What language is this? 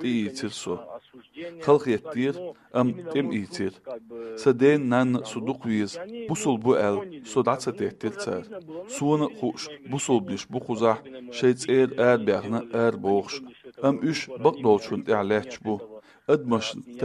Chechen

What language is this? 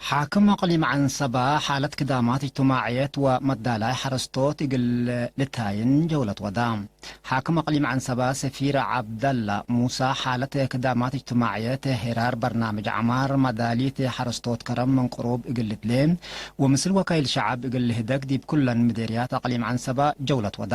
Tigre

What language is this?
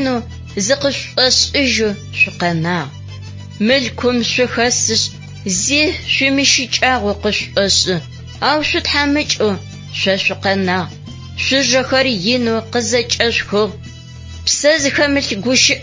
Adyghe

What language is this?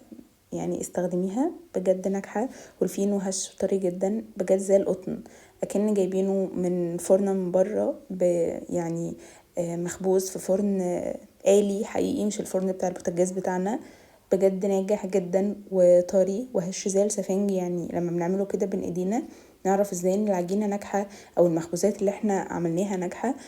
Egyptian Arabic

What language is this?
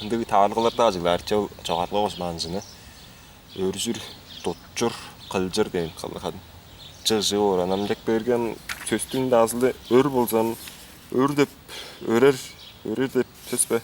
Tuvinian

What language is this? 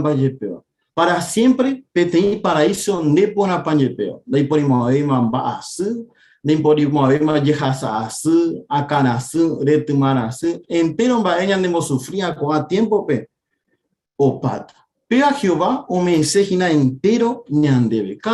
Guarani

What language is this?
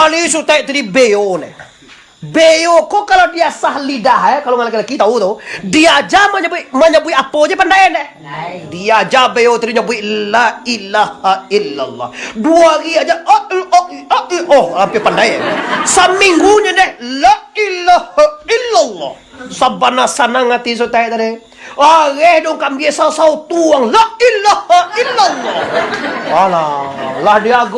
Minangkabau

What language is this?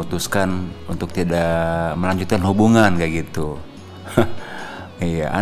Indonesian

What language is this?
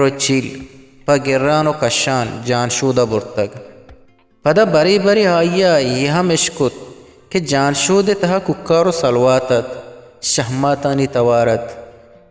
Eastern Balochi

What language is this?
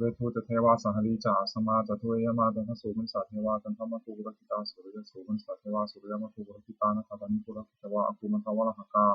Pali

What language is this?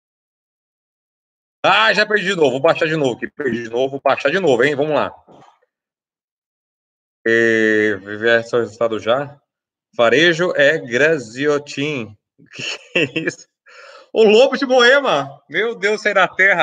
Portuguese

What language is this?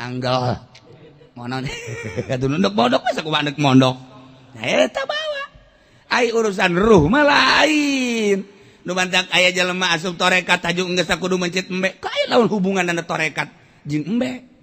Sundanese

